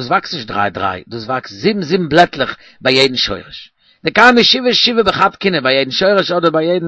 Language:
Yiddish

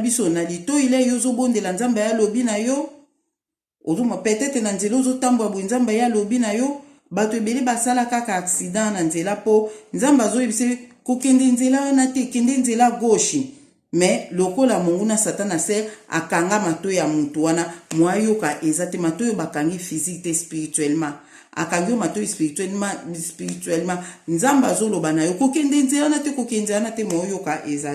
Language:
Lingala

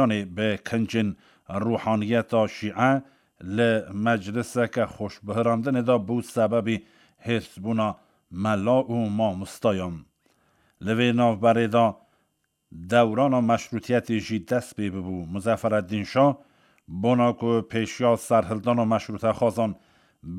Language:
Kurdish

